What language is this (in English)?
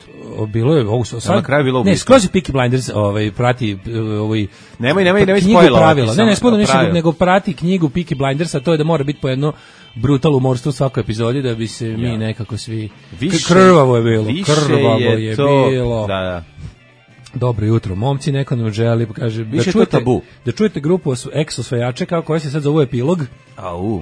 Serbian